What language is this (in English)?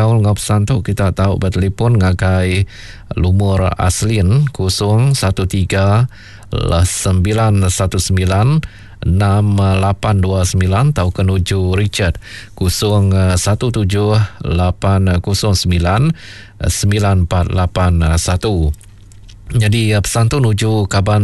Iban